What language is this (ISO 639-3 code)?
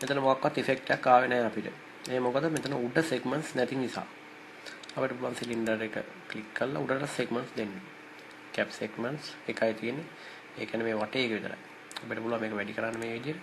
sin